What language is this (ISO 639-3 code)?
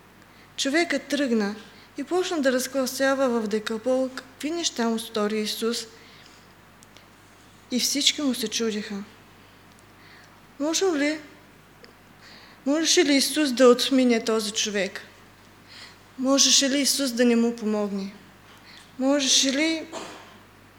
bul